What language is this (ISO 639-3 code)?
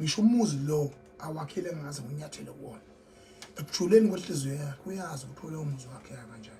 zul